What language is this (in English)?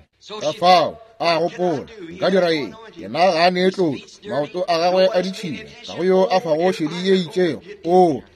Northern Sotho